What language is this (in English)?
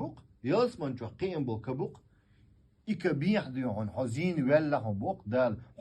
Chechen